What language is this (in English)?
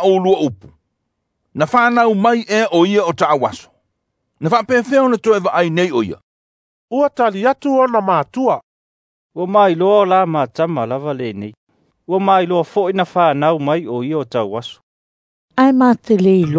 Samoan